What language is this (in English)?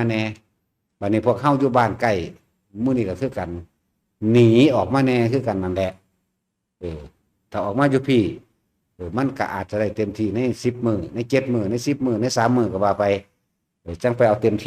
Northeastern Thai